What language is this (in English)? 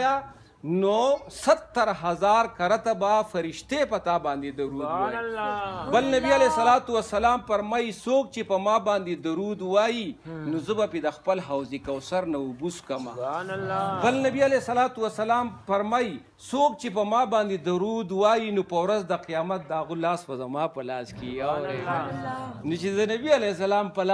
Pashto